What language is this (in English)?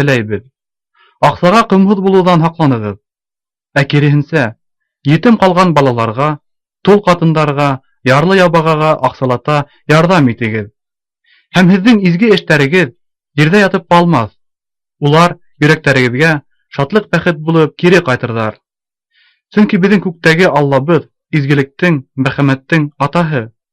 Bashkir